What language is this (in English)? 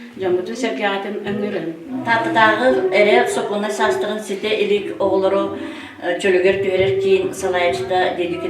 Yakut